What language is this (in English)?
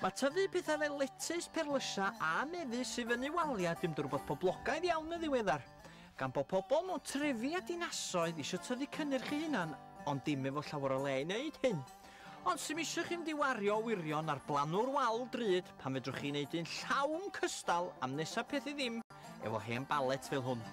Welsh